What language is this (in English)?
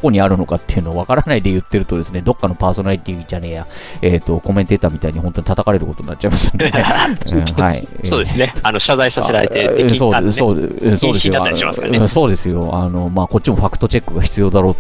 Japanese